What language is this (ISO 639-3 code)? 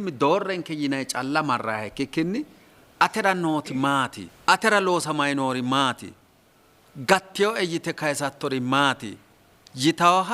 sid